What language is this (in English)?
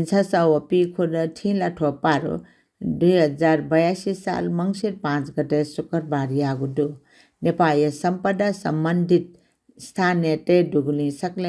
Newari